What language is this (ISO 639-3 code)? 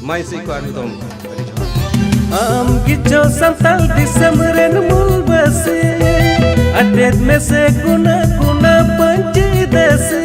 sat